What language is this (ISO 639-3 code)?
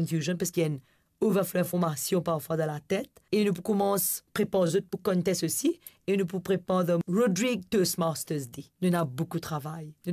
mfe